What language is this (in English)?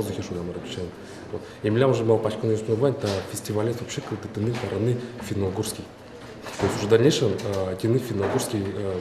Udmurt